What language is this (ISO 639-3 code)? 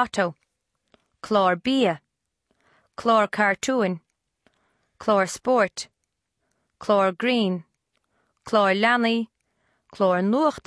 gle